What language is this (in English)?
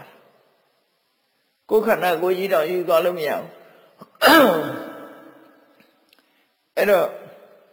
Burmese